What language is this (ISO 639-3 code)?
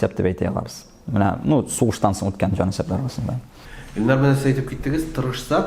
tat